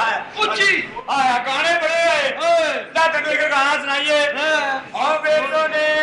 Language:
Punjabi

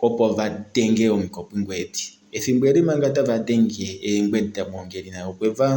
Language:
Kuanyama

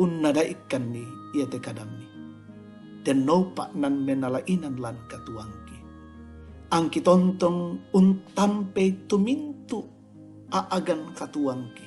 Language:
Toraja-Sa'dan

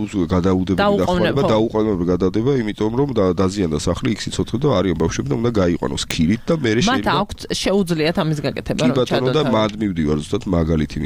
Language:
Georgian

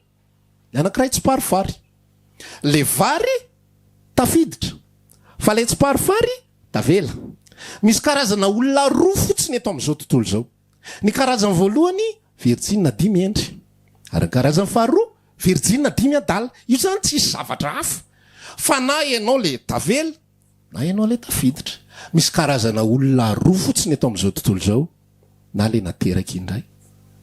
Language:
Malagasy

